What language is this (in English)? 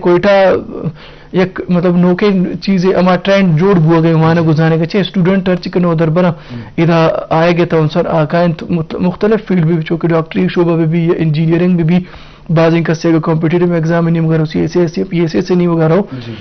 Eastern Balochi